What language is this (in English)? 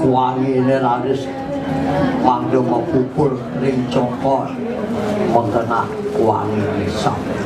Balinese